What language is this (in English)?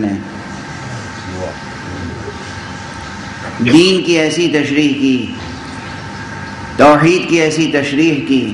Urdu